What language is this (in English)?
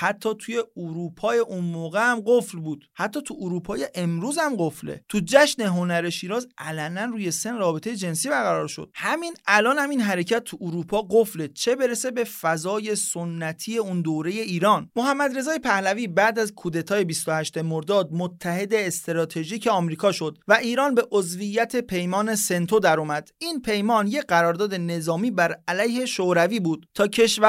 Persian